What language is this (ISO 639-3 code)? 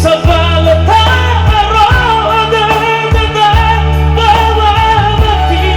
nia